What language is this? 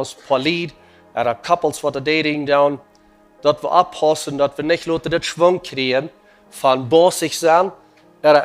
Plautdietsch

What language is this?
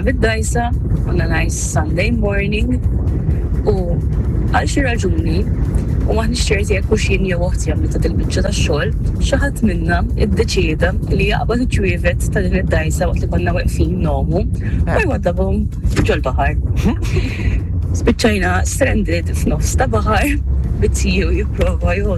Maltese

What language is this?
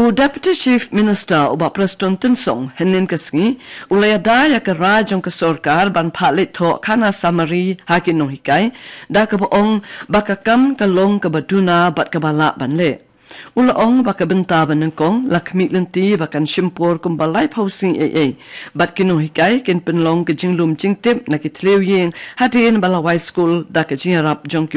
Khasi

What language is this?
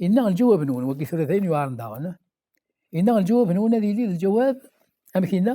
Kabyle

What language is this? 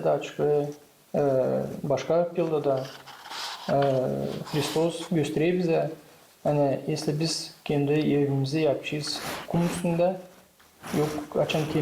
Gagauz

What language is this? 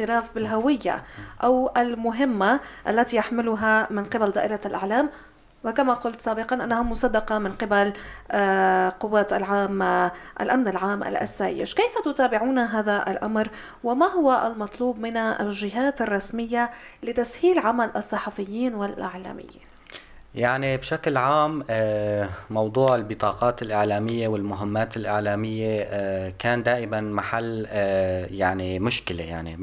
North Levantine Arabic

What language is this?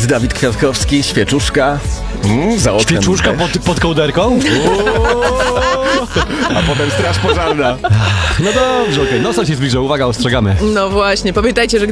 Polish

